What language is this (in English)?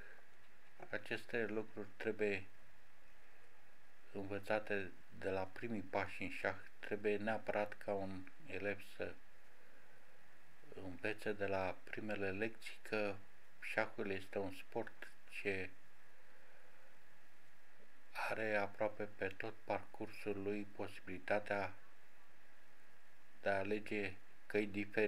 Romanian